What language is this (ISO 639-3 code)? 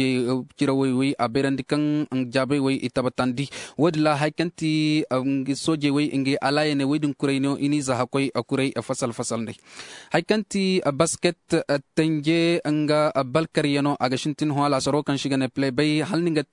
dje